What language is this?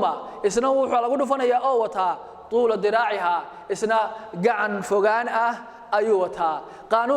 Somali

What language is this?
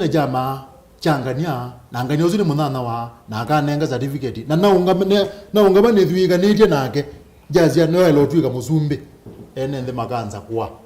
Kamba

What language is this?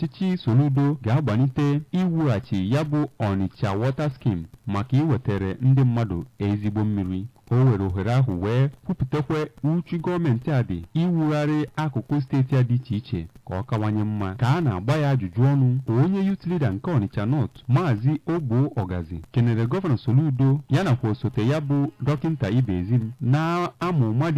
Igbo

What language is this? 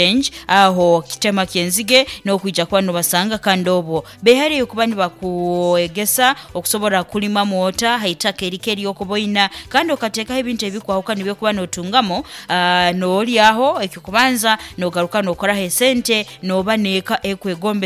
Nyoro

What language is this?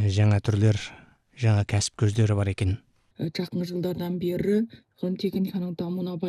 Kazakh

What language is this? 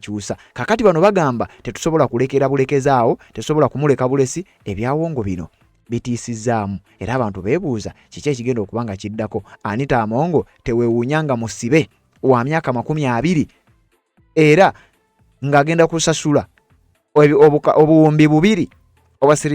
Ganda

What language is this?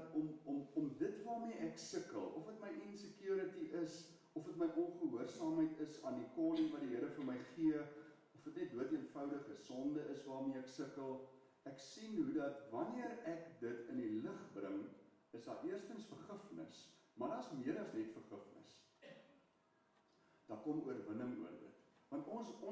Afrikaans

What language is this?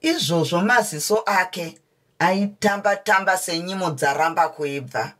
Shona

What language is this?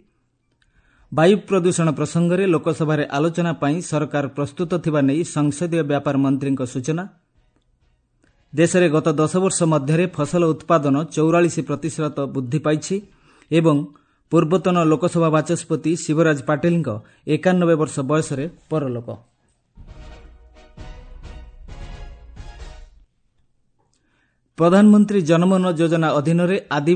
Odia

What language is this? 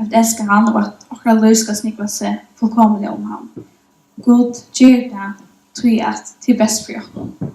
Faroese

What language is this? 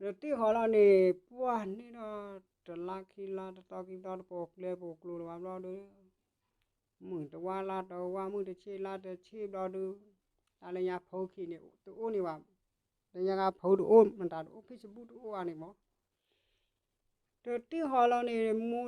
S'gaw Karen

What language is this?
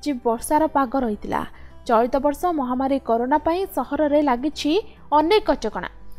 Odia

